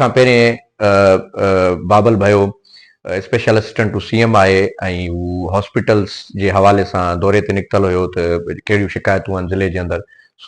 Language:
Sindhi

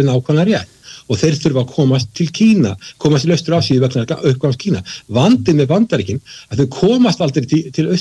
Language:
Icelandic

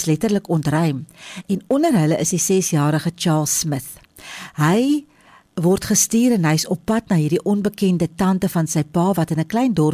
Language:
Afrikaans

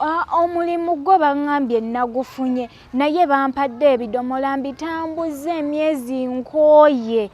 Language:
Ganda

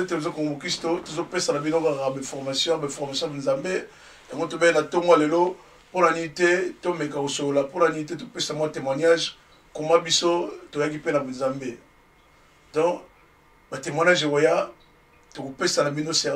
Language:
Lingala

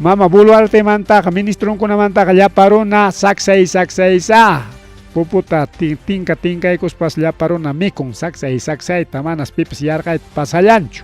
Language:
Ayacucho Quechua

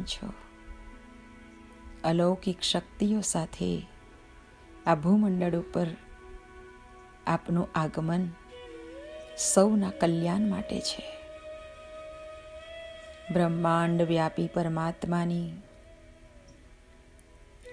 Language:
Gujarati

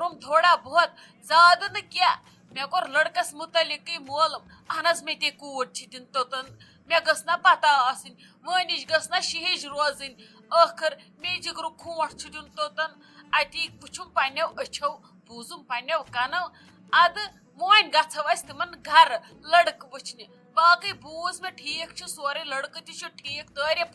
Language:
Kashmiri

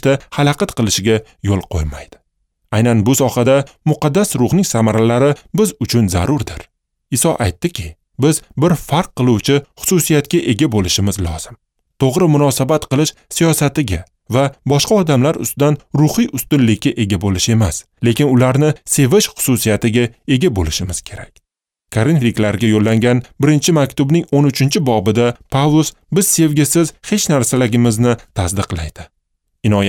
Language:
Uzbek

